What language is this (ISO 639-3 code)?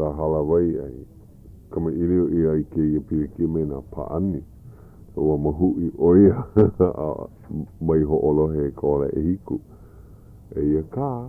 haw